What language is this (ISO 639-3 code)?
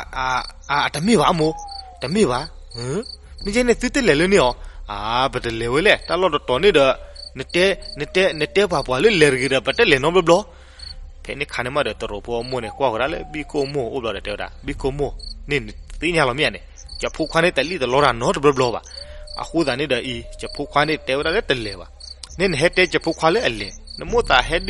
ksw